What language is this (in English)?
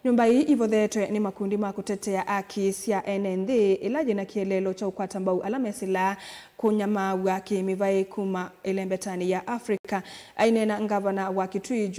Kamba